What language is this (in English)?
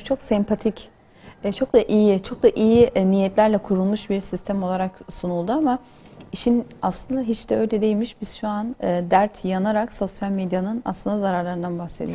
Turkish